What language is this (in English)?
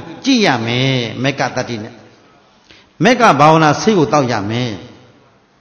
Burmese